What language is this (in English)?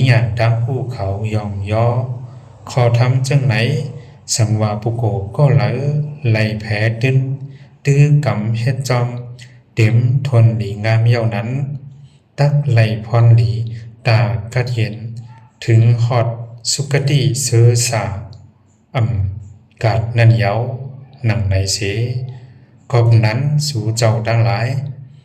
Shan